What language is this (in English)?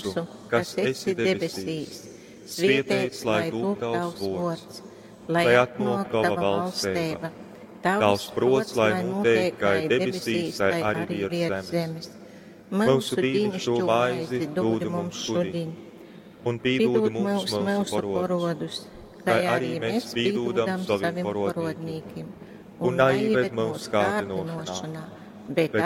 Latgalian